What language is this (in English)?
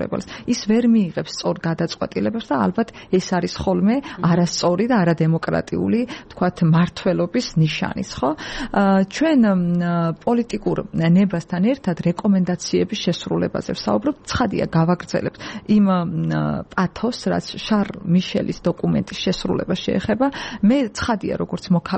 Georgian